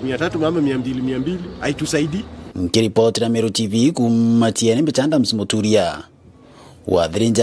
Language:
Meru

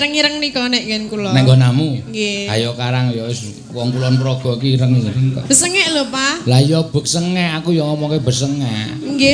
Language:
Javanese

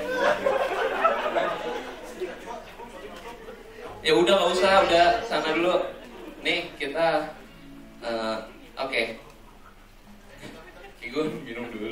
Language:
Indonesian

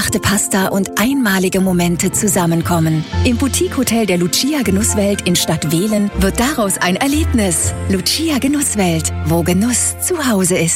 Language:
German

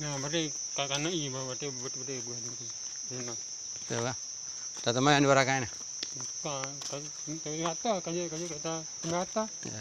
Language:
Achinese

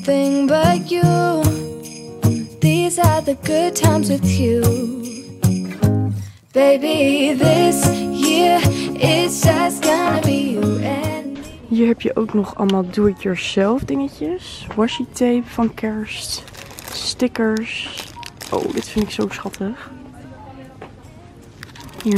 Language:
Dutch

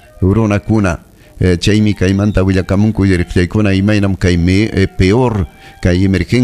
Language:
Ayacucho Quechua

